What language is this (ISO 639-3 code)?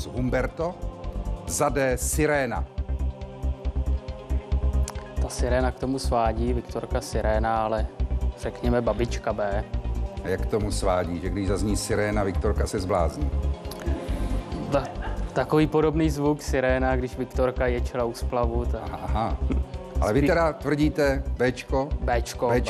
ces